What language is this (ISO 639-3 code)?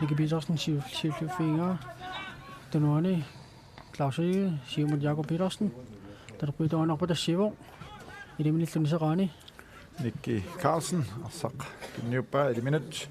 kal